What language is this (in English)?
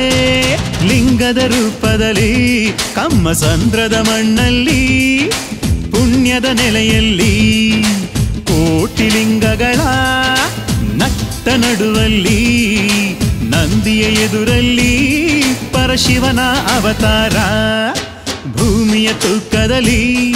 Kannada